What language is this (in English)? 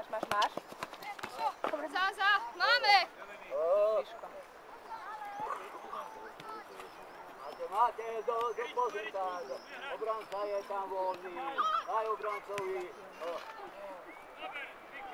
Slovak